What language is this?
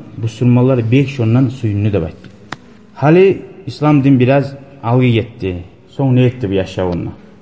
Kumyk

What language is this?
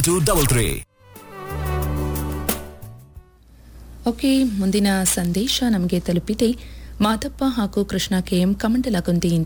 Kannada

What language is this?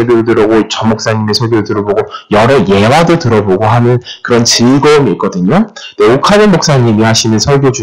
Korean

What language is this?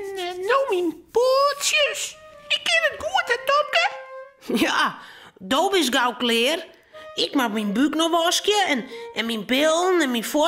Western Frisian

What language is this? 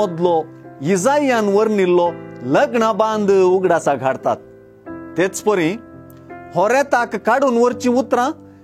Konkani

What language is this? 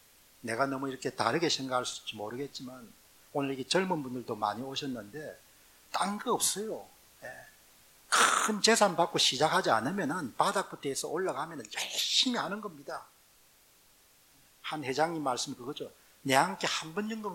Korean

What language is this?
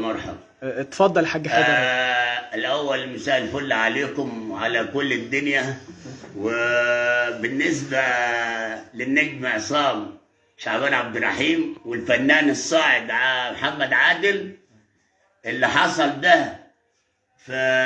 Egyptian Arabic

